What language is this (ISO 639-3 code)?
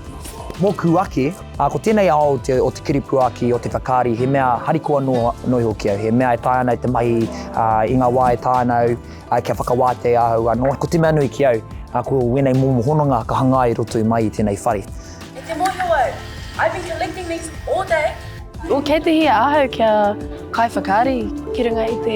mri